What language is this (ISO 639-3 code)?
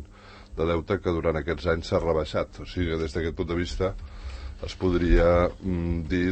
cat